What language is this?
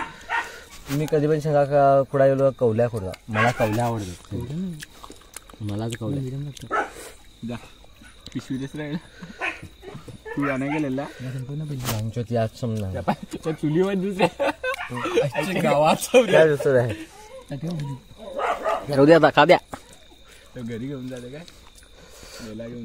Marathi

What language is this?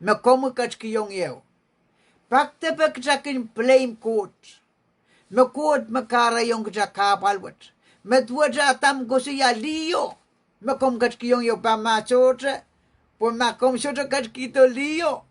Pohnpeian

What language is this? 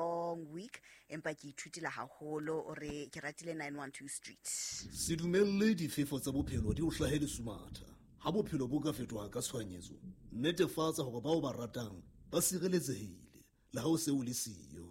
Southern Sotho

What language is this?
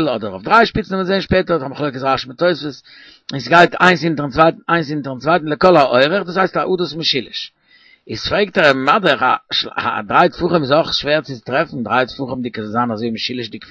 Yiddish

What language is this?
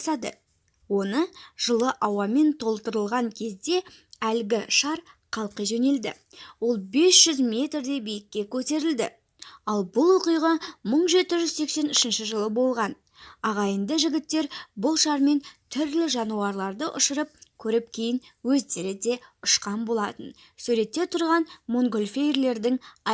Kazakh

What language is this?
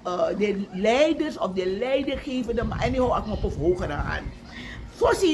Sranan Tongo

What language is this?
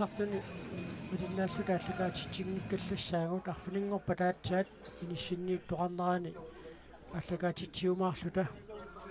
Kalaallisut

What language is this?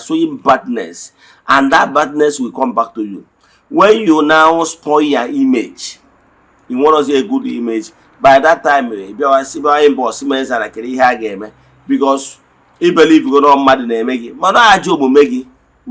Igbo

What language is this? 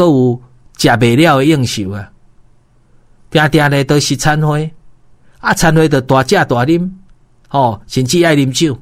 Min Nan Chinese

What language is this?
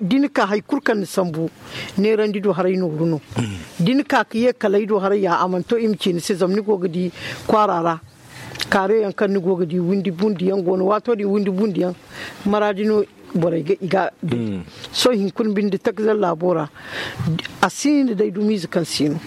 Zarma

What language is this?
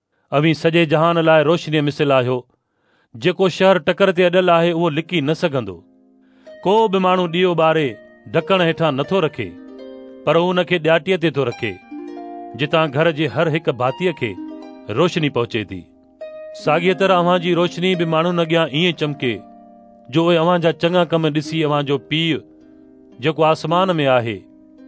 Sindhi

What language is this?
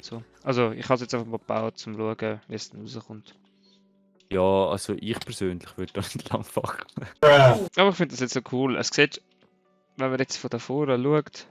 Swiss German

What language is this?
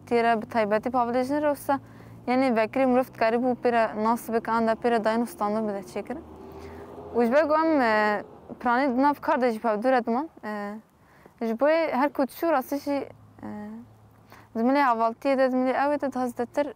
Kurdish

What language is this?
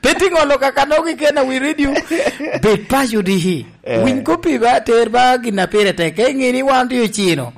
Lango (Uganda)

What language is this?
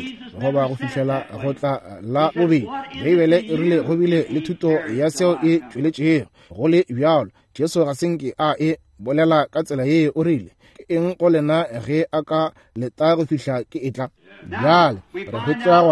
Northern Sotho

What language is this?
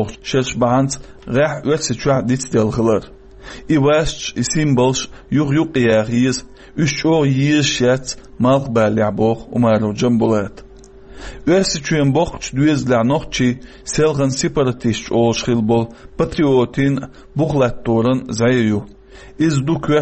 Chechen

